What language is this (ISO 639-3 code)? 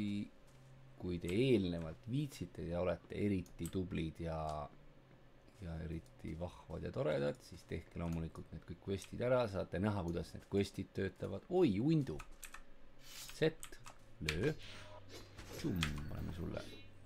est